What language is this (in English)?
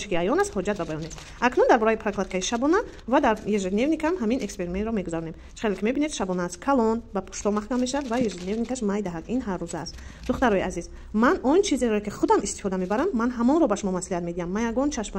Tajik